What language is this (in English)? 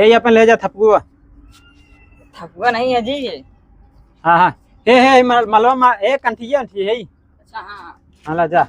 Awadhi